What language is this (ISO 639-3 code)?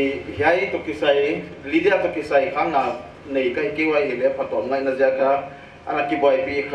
pck